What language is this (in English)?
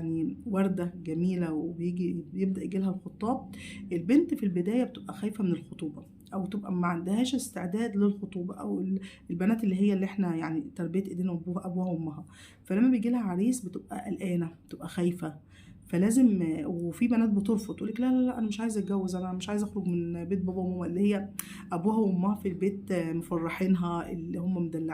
Egyptian Arabic